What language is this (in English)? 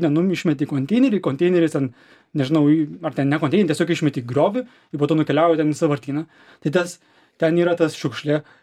Lithuanian